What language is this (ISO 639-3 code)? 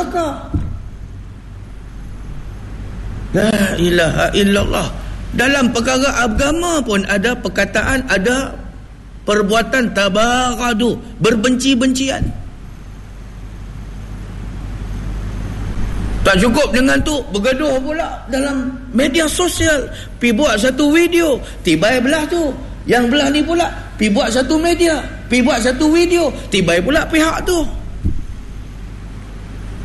msa